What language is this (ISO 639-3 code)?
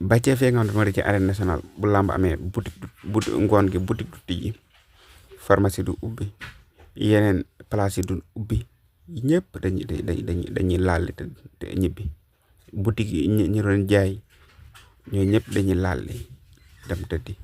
wol